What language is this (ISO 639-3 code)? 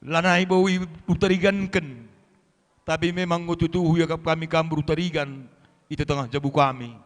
btx